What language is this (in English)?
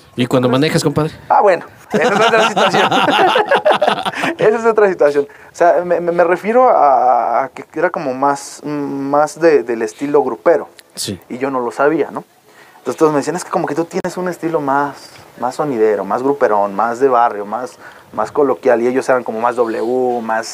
Spanish